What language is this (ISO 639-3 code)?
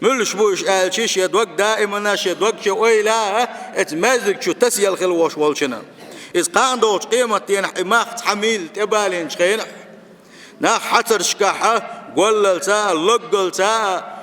che